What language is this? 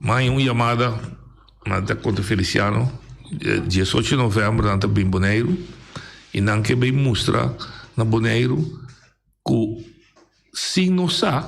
Papiamento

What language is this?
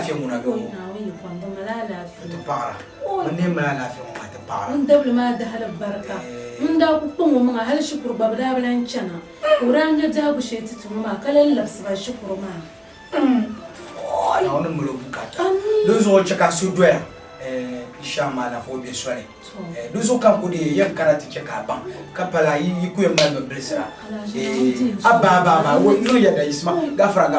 Dagbani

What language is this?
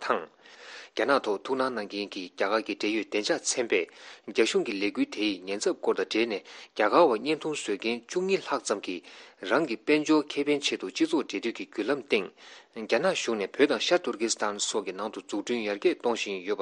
Tibetan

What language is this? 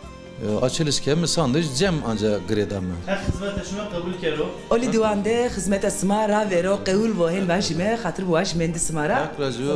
Zaza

